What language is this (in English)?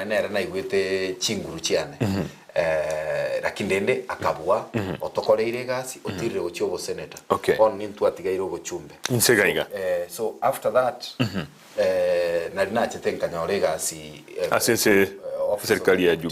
Gusii